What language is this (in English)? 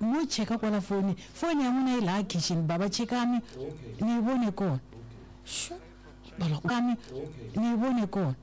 Tsonga